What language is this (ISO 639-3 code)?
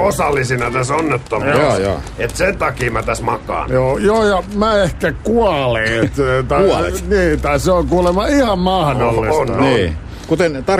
fin